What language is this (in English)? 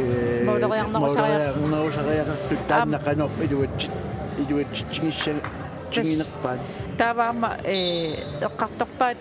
Kalaallisut